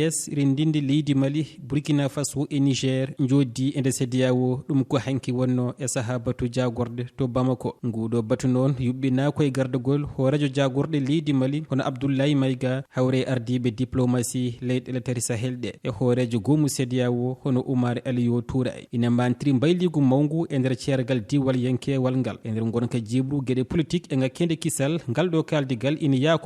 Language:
Fula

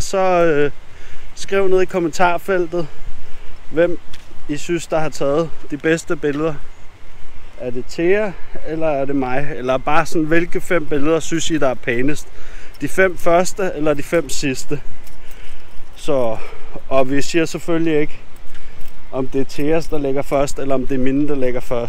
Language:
Danish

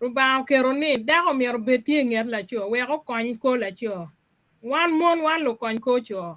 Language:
Acoli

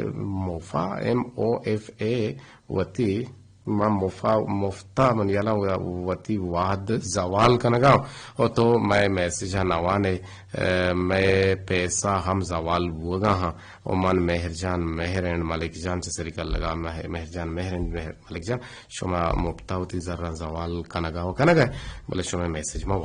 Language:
Eastern Balochi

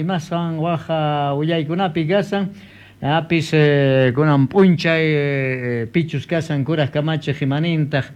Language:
Quechua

